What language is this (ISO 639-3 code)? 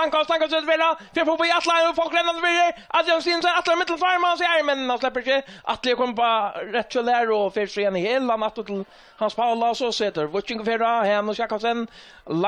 fao